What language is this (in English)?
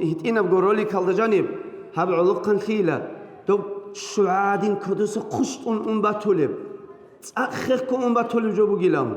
Avaric